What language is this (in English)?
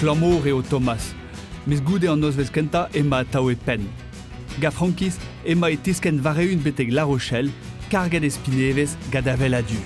Breton